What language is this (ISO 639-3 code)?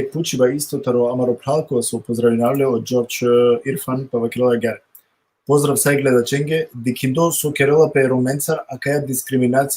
rmn